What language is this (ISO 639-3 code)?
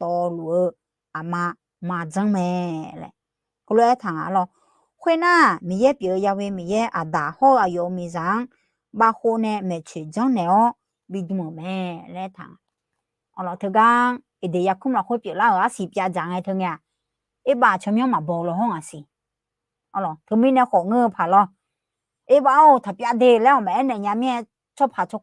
ahk